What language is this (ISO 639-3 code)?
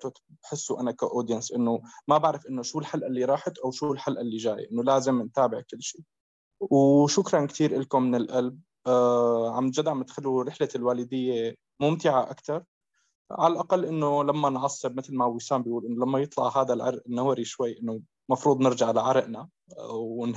apc